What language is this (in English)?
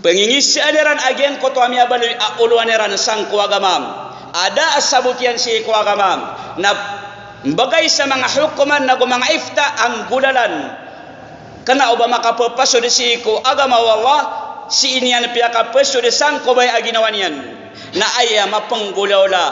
Maranao